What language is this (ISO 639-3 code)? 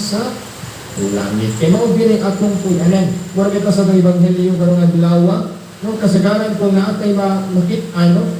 ceb